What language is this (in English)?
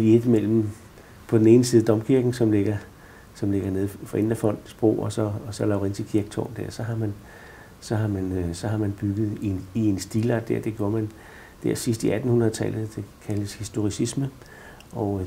Danish